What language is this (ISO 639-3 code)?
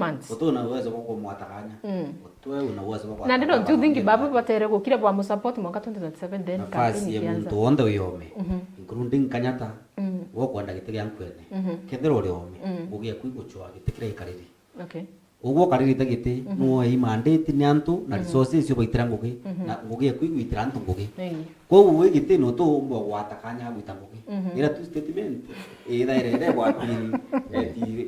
mer